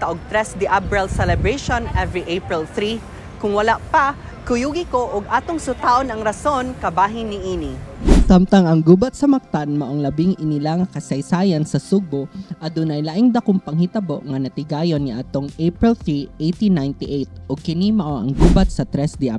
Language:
Cebuano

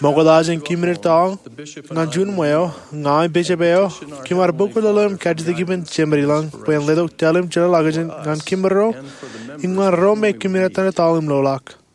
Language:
Marshallese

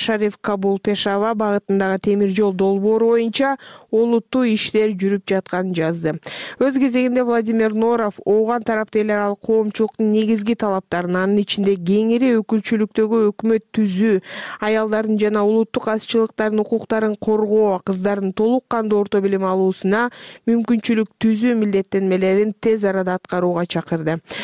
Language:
Kyrgyz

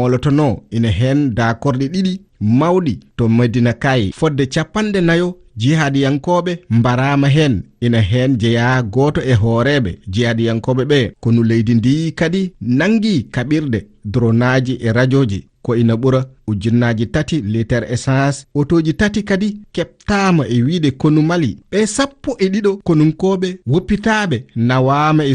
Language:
Fula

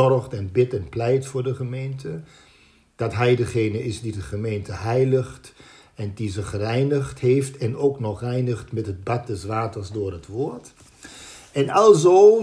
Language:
Dutch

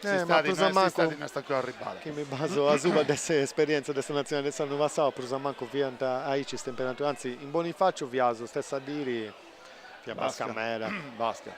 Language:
Sardinian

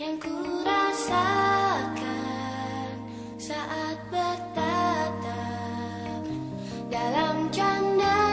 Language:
Banjar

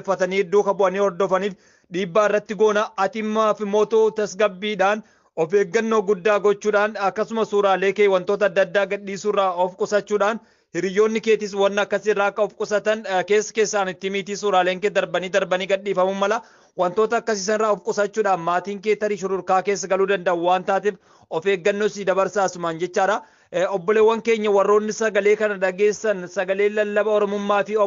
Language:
Oromo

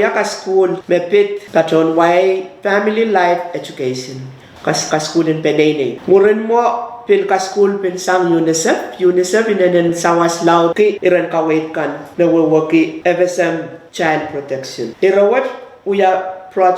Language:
Pohnpeian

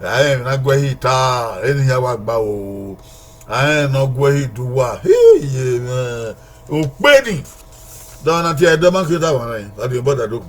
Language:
Bini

